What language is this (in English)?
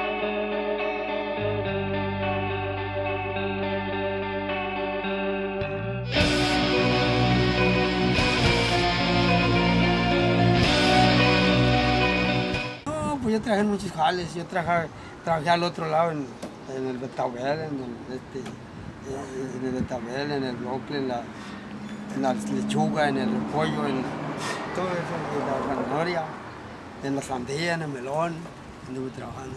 Spanish